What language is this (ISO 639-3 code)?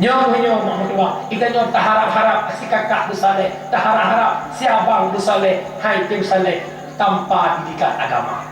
ace